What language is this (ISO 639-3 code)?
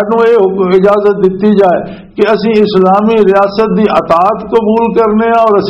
lah